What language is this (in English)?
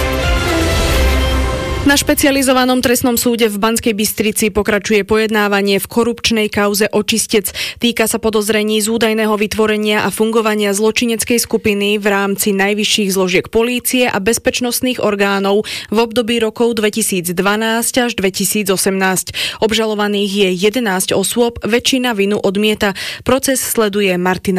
Slovak